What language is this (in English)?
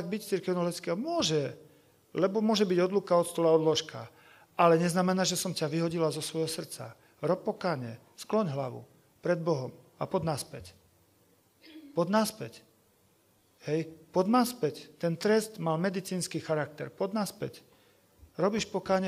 Slovak